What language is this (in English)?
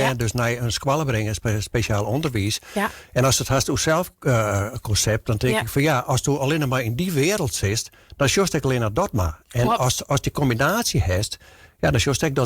Western Frisian